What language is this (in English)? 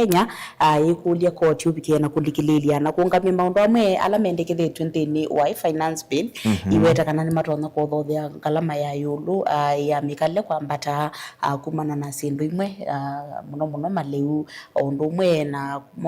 Kamba